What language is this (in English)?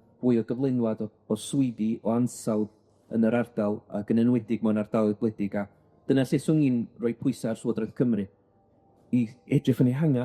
Welsh